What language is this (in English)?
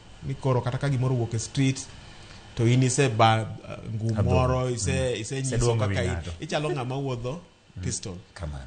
Luo (Kenya and Tanzania)